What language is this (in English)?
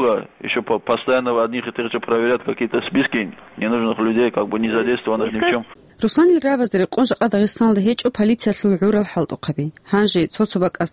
Avaric